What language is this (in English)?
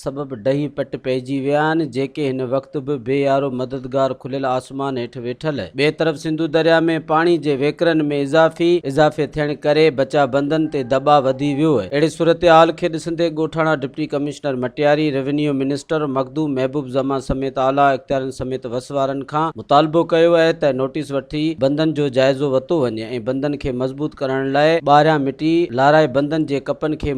Sindhi